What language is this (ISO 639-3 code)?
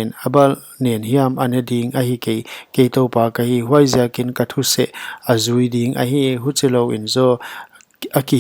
pck